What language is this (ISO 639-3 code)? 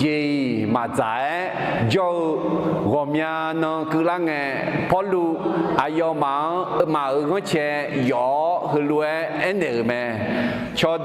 ahk